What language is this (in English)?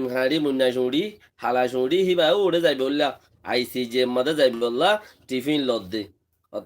Rohingya